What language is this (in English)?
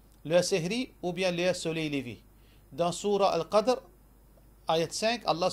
Morisyen